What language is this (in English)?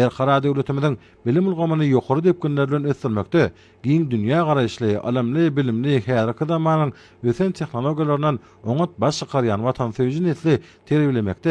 Turkmen